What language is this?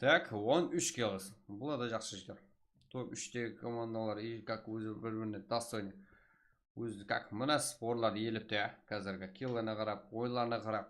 Kara-Kalpak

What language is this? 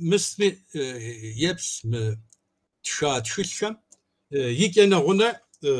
Kabardian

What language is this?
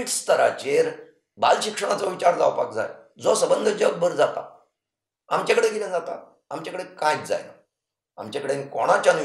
Konkani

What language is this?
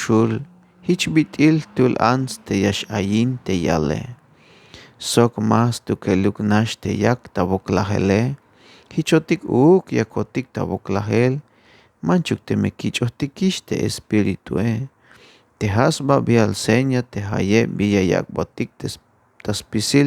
Tzeltal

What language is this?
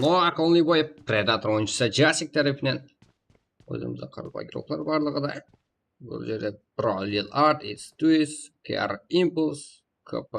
Kara-Kalpak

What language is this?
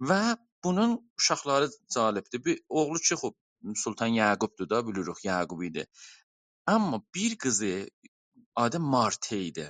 South Azerbaijani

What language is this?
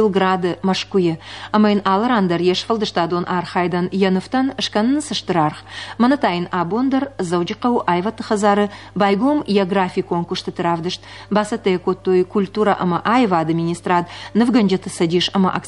Ossetic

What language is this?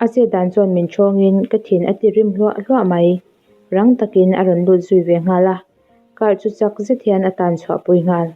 Mizo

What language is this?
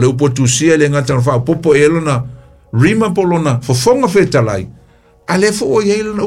Samoan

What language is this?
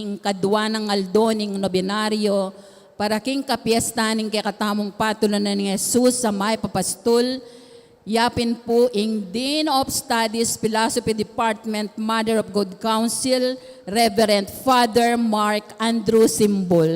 Pampanga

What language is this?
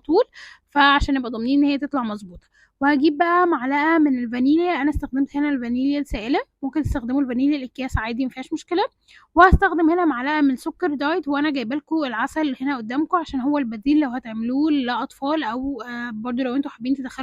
Egyptian Arabic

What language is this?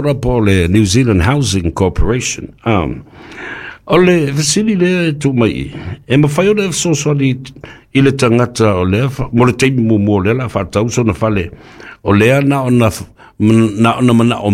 Samoan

